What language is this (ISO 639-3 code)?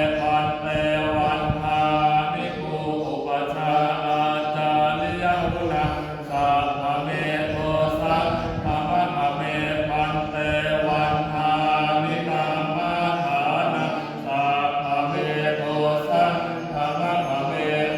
pli